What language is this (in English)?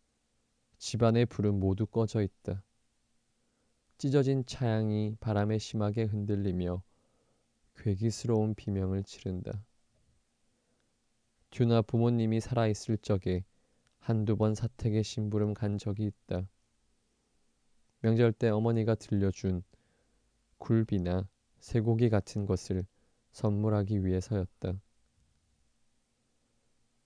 Korean